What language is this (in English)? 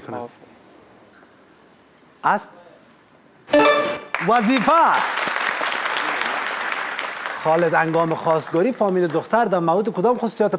Persian